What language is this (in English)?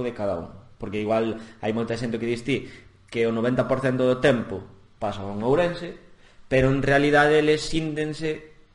Galician